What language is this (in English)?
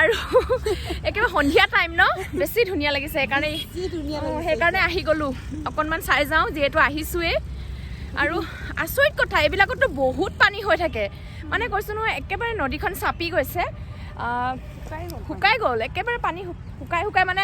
Assamese